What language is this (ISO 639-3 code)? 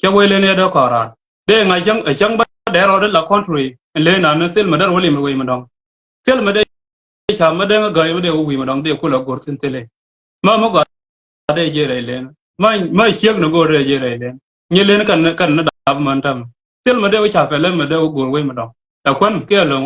nus